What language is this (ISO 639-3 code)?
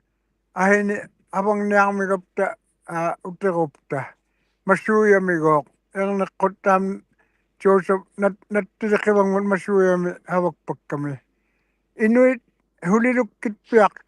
ikt